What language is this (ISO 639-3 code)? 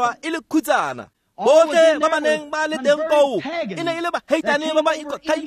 tsn